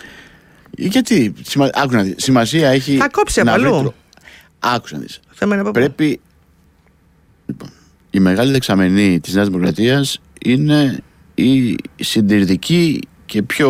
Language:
Greek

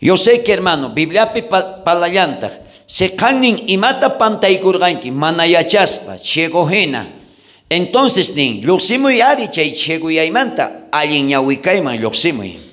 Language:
South Bolivian Quechua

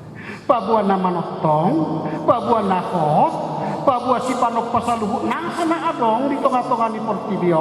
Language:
Batak Toba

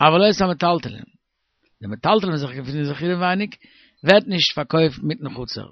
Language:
Yiddish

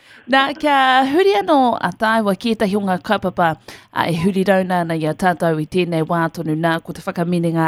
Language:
Māori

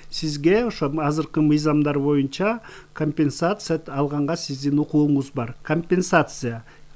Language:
Kyrgyz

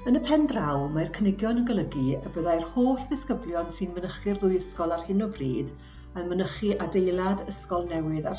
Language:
Welsh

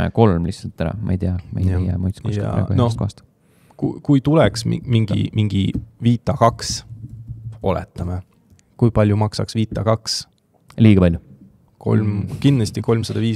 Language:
Estonian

